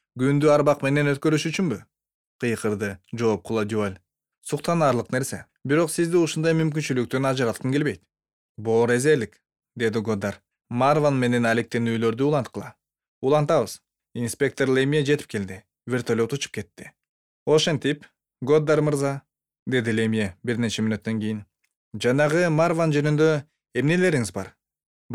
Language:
Kyrgyz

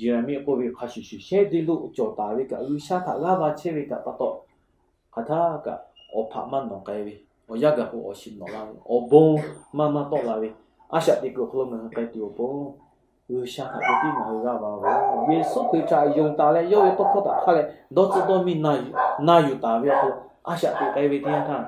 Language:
Lahu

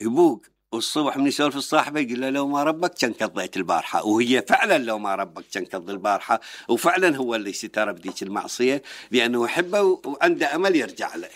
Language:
Mesopotamian Arabic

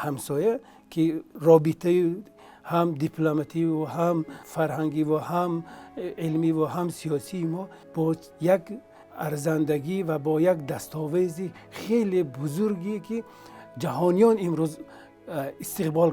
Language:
Tajik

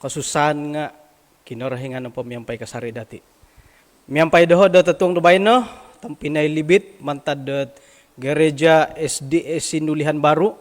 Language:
Central Dusun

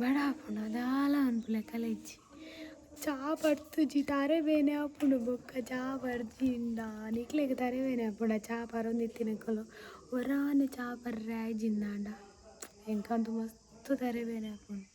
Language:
Tulu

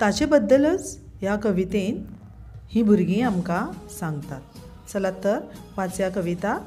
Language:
Konkani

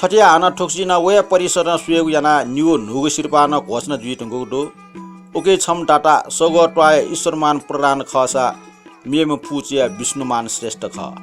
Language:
Newari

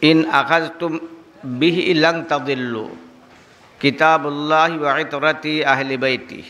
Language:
Sylheti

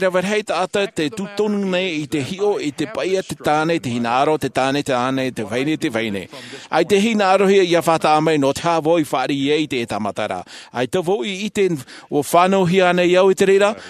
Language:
Tahitian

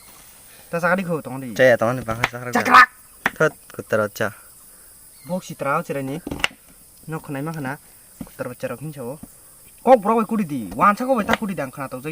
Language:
Kok Borok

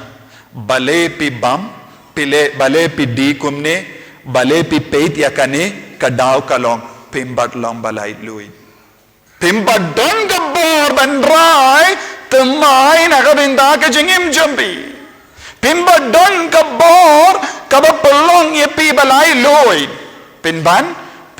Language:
Khasi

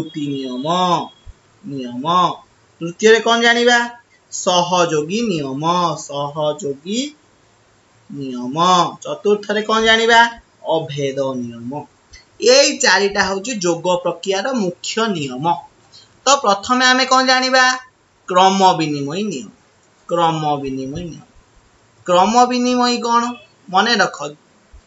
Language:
Odia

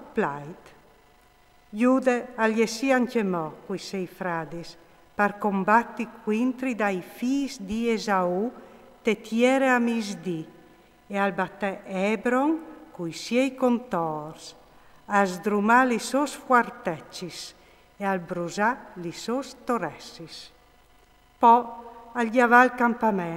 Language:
Friulian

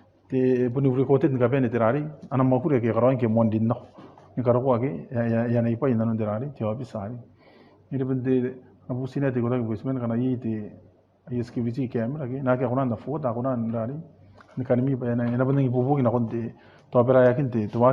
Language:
Gilbertese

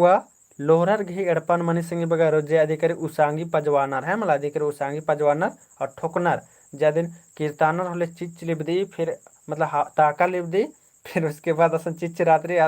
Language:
Kurukh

